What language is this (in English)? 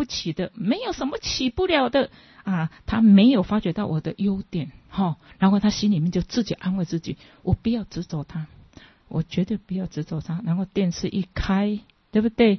Chinese